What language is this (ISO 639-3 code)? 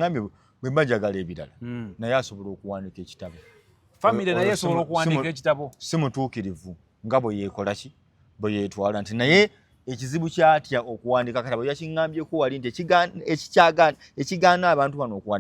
lug